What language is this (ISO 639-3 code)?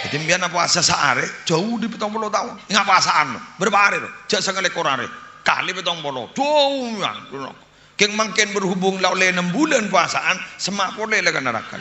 mad